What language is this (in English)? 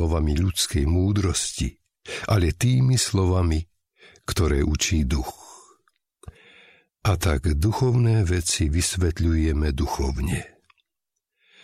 Slovak